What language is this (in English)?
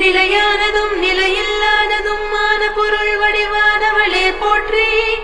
Tamil